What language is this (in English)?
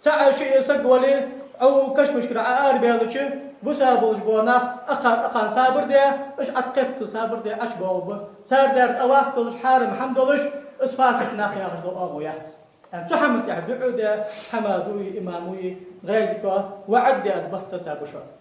Ingush